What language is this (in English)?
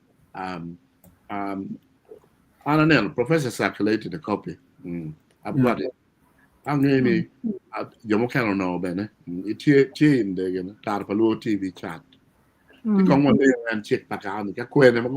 Acoli